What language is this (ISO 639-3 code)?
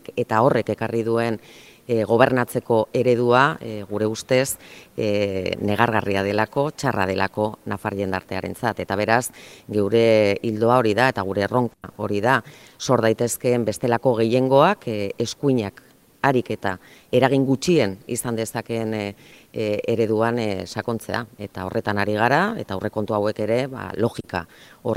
eus